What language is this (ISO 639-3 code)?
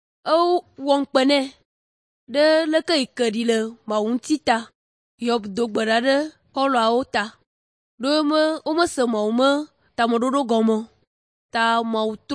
ewe